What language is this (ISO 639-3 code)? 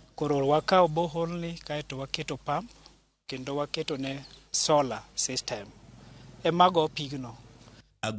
luo